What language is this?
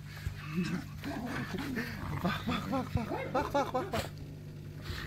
Afrikaans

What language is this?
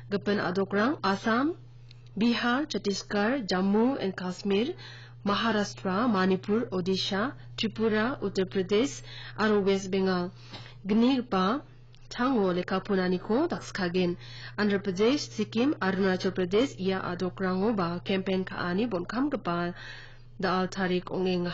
Garo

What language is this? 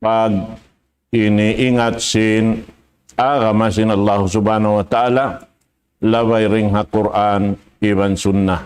Tausug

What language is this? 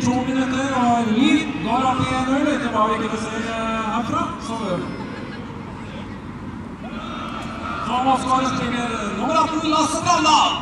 Norwegian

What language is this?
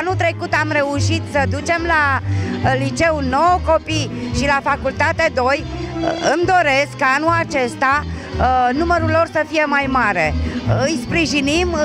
Romanian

